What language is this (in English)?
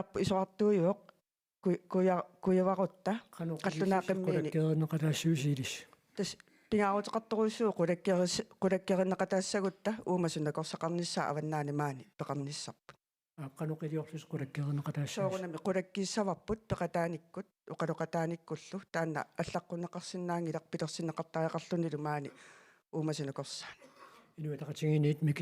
Kalaallisut